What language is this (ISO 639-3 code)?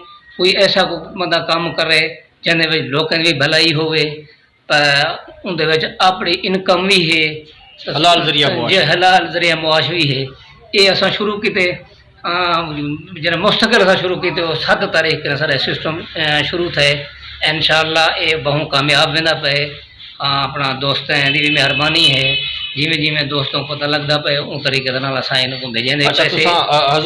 skr